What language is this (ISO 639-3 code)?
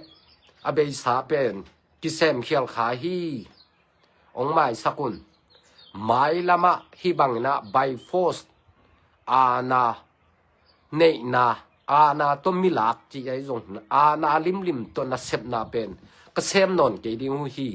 ctd